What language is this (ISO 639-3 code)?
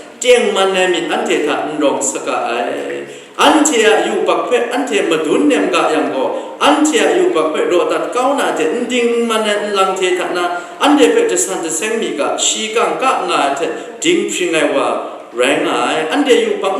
kac